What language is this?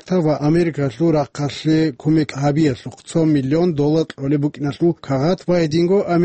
Avaric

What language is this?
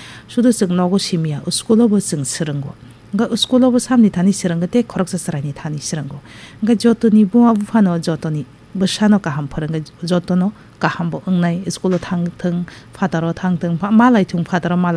Kok Borok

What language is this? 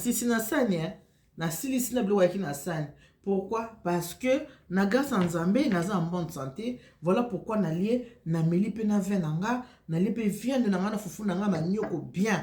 Lingala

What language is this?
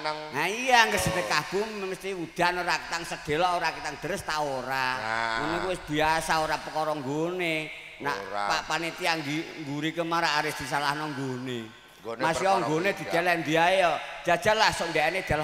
Javanese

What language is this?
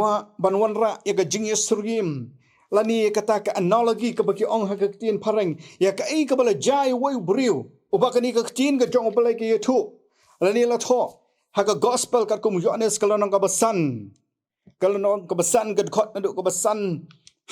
Khasi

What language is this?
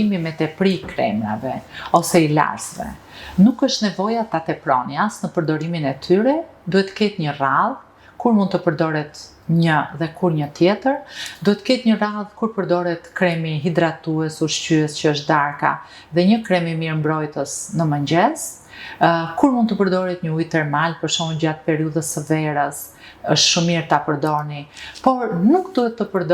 Albanian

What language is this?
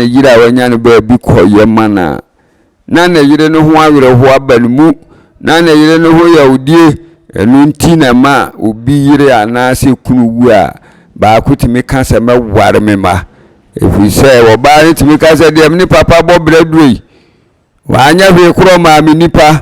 Akan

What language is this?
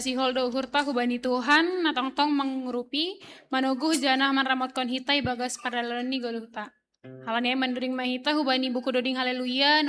Batak Simalungun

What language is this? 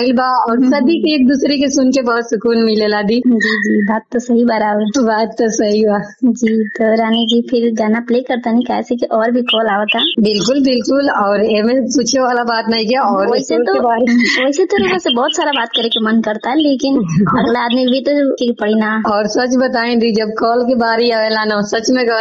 Bhojpuri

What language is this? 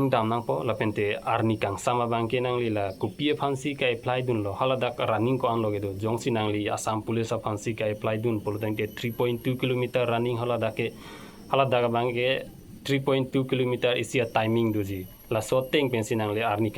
Karbi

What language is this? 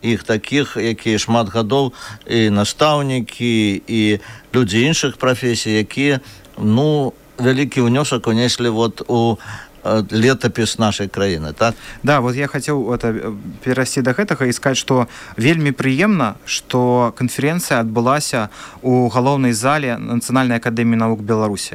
Belarusian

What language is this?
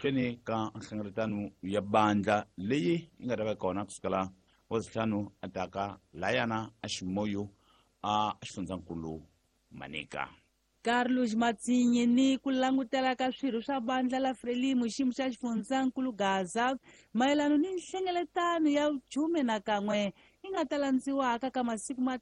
Tsonga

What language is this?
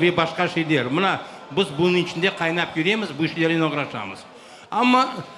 Crimean Tatar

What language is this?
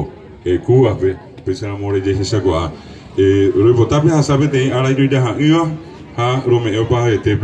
Guarani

